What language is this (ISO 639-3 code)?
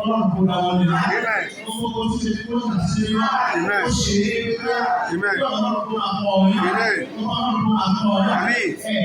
yor